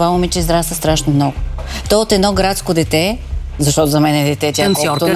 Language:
Bulgarian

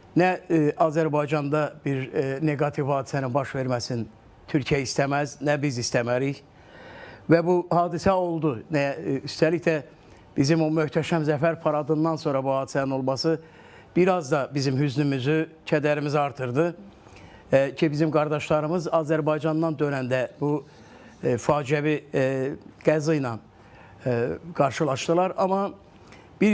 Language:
Azerbaijani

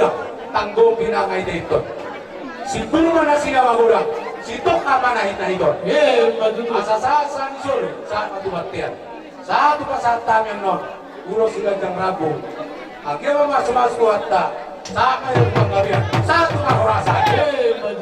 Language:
Batak Toba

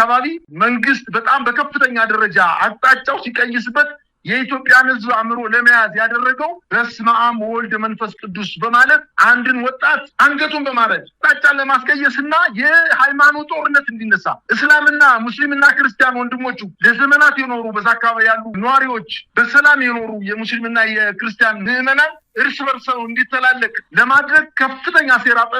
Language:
Amharic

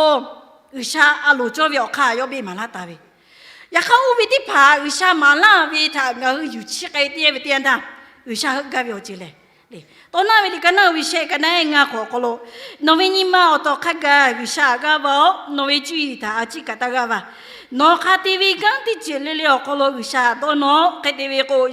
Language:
Lahu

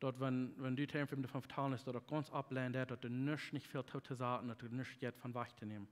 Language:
Plautdietsch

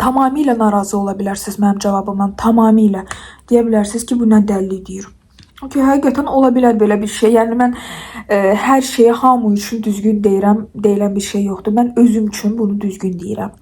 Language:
Azerbaijani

